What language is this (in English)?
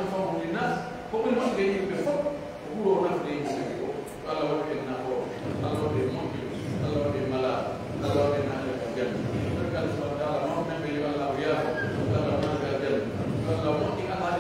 Pular